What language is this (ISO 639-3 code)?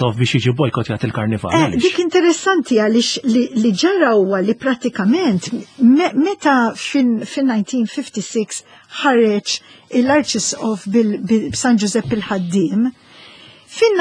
mlt